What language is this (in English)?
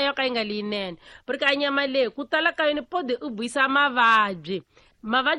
Tsonga